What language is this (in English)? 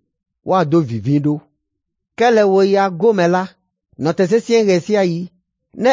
Ewe